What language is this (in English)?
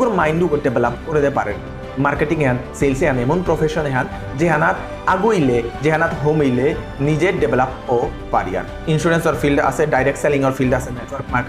Bishnupriya